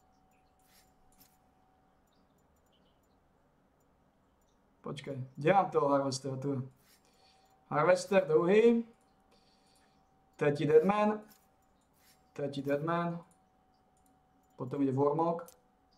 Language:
Slovak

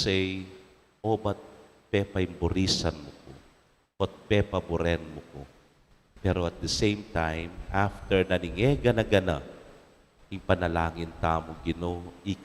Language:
Pampanga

